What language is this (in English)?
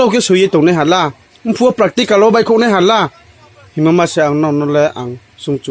Riang (India)